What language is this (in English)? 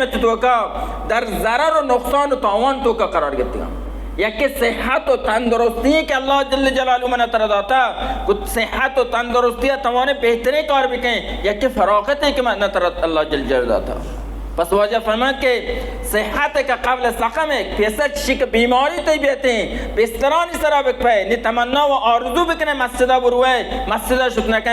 Baluchi